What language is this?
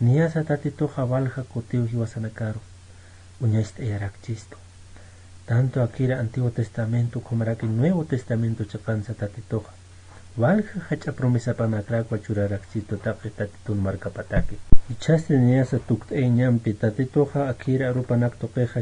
Aymara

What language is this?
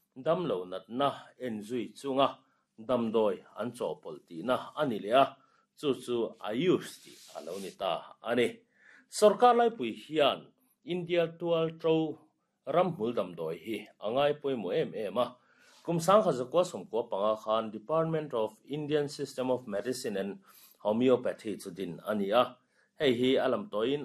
Mizo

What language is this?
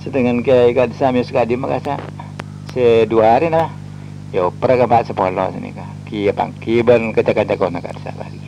Madurese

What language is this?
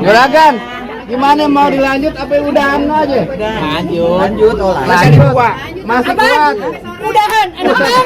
Betawi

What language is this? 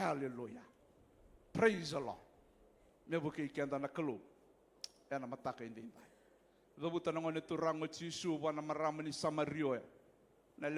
Fijian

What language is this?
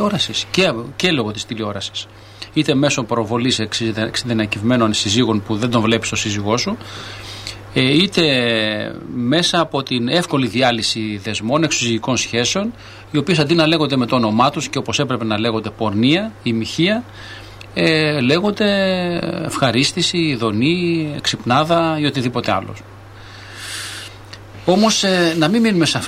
Greek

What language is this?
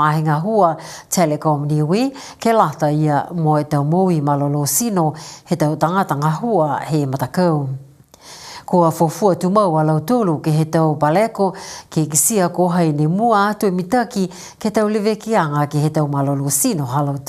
Niuean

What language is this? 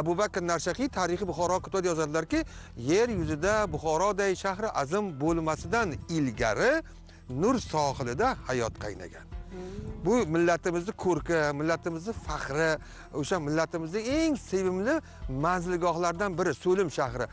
Uzbek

